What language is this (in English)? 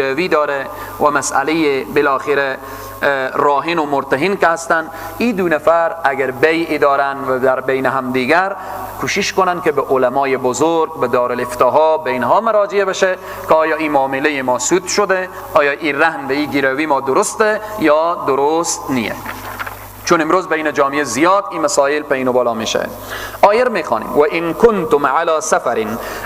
Persian